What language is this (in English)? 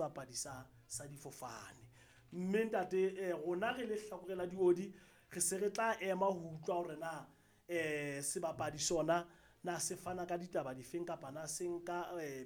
Southern Sotho